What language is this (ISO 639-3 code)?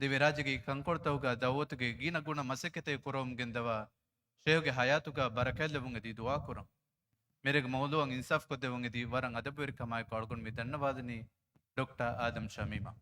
div